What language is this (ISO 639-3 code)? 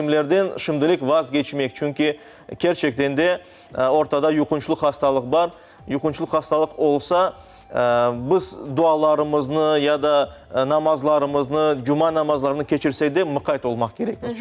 crh